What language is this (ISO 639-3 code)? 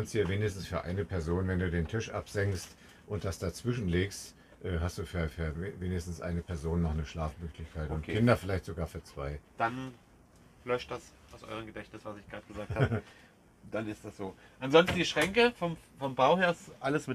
deu